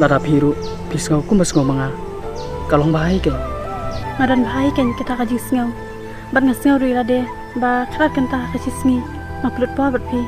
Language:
Khasi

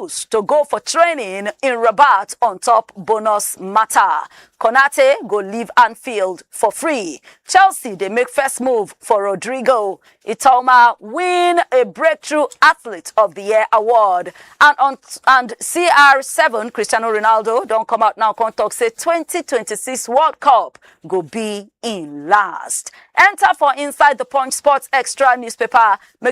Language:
Nigerian Pidgin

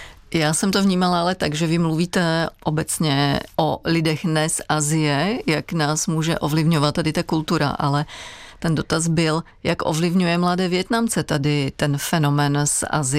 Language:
Czech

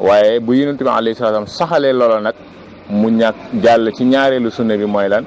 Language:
Wolof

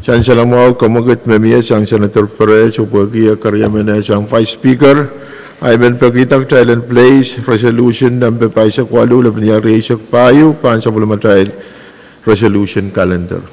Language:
Pohnpeian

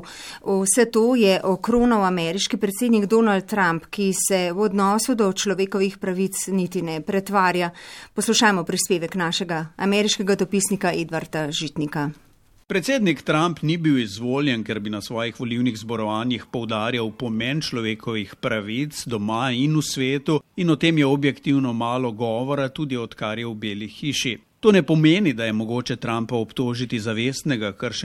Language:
Slovenian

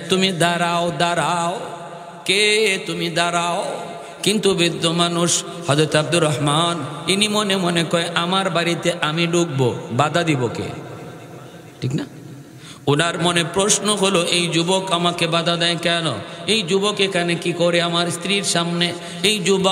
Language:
Bangla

